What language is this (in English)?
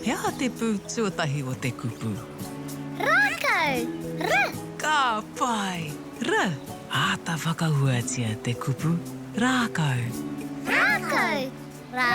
Māori